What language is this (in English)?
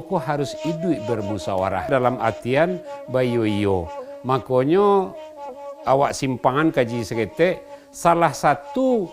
Minangkabau